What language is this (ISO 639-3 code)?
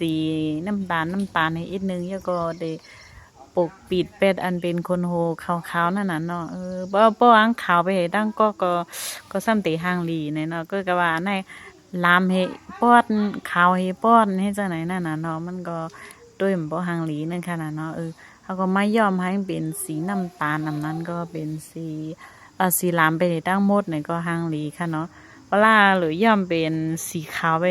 shn